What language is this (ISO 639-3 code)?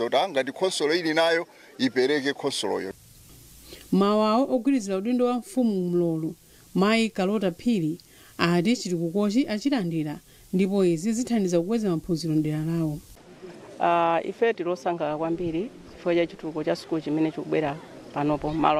nya